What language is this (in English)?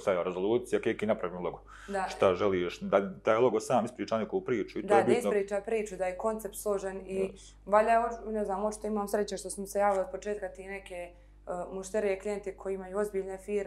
Bosnian